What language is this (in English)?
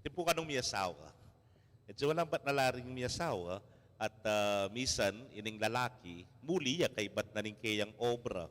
Pampanga